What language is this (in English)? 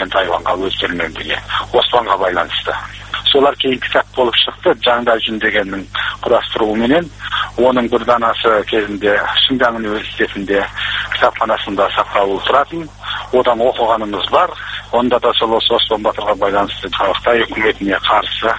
Kazakh